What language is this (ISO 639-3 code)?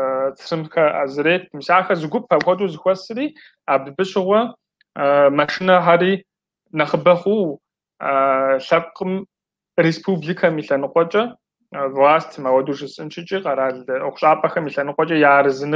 kbd